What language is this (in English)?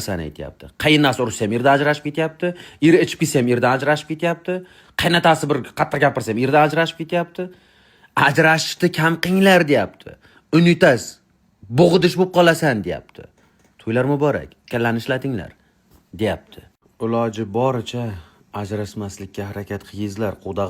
Uzbek